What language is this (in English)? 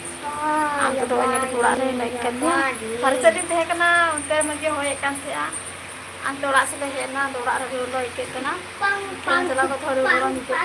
Santali